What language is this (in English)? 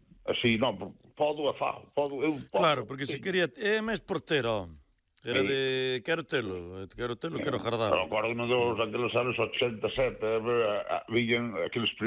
Galician